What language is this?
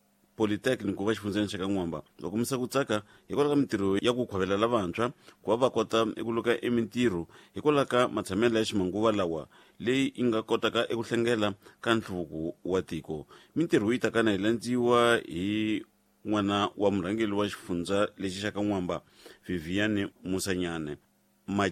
Tsonga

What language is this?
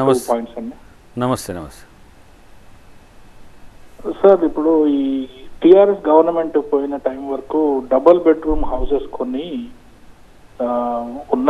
Telugu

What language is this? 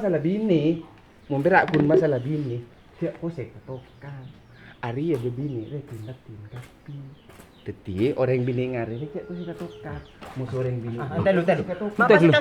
Madurese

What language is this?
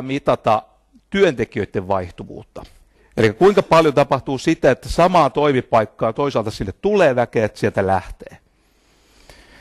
Finnish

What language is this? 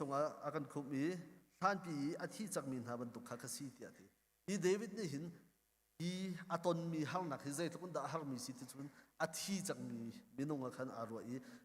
Hakha Chin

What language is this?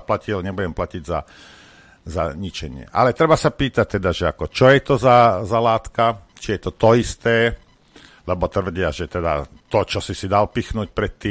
Slovak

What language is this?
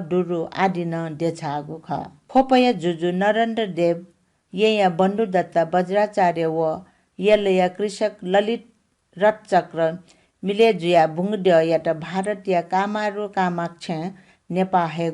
Newari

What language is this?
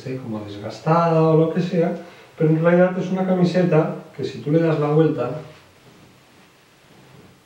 Spanish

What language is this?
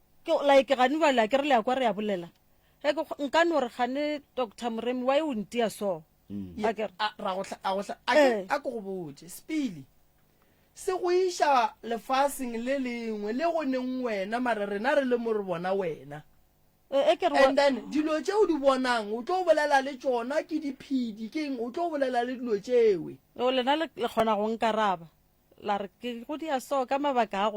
Northern Sotho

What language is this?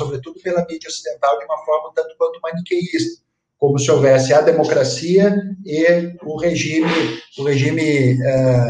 Portuguese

